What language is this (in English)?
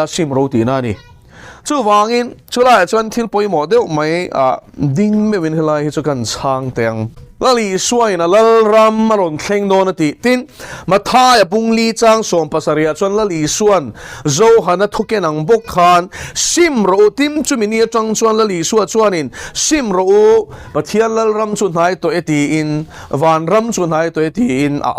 Mizo